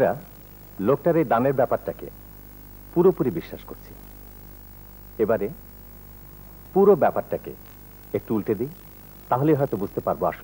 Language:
Bangla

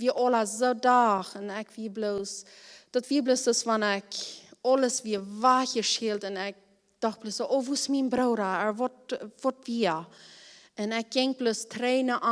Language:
Plautdietsch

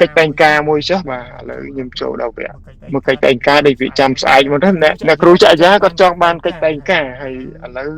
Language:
Khmer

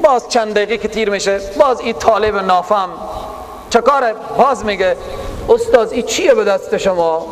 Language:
Persian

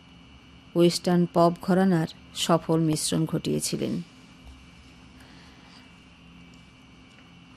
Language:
Bangla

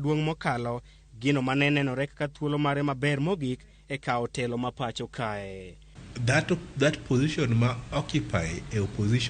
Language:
Luo (Kenya and Tanzania)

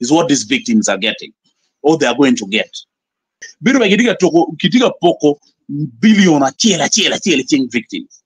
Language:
Acoli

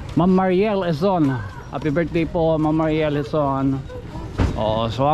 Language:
Waray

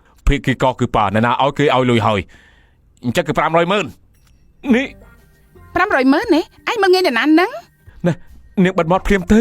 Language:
Khmer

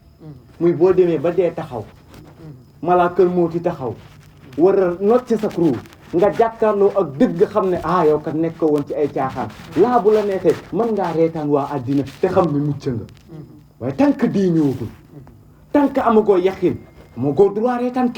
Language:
Wolof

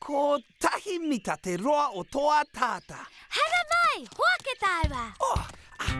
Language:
Māori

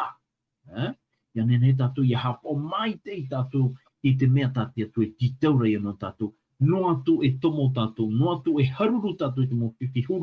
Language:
Tahitian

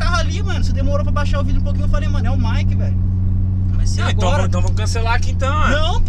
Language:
Portuguese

